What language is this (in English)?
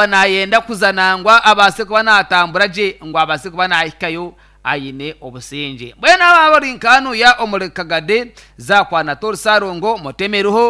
Nyankole